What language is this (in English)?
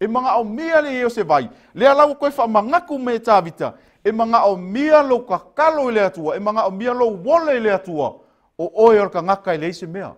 Samoan